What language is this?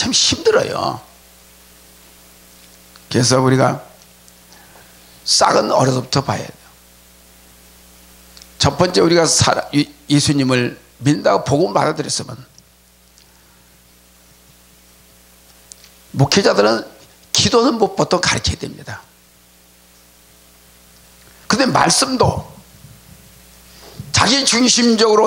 Korean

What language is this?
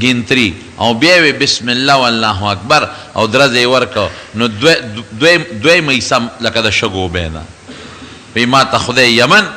Pashto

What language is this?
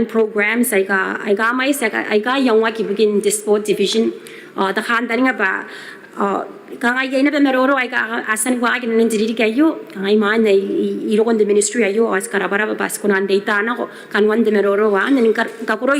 Gilbertese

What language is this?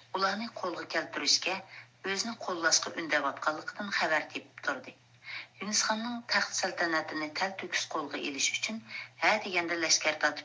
Uyghur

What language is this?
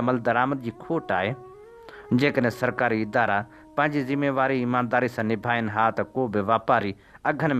Sindhi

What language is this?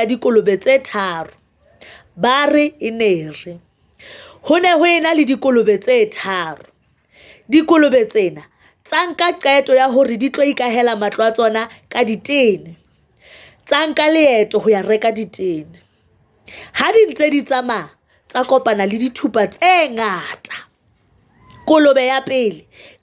Southern Sotho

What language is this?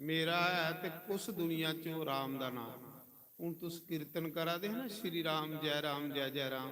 Dogri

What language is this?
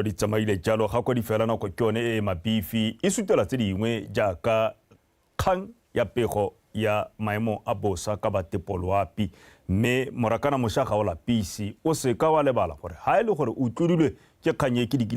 Tswana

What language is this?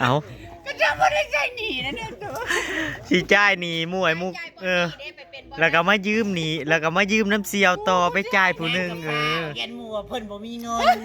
Northeastern Thai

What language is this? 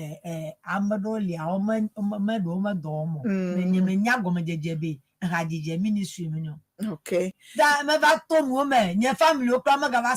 Ewe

